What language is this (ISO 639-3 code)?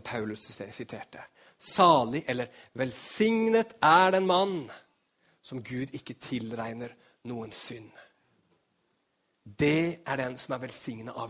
nor